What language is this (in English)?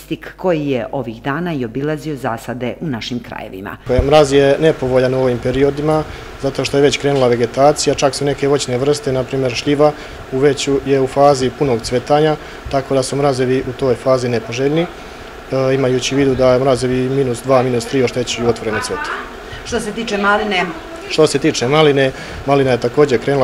Serbian